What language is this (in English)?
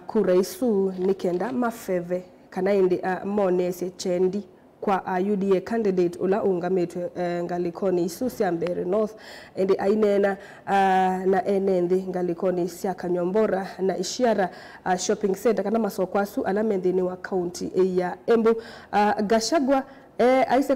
Kamba